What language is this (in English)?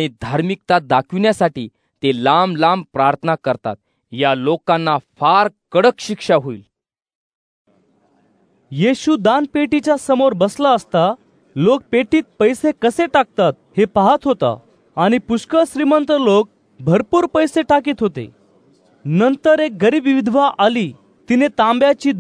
Marathi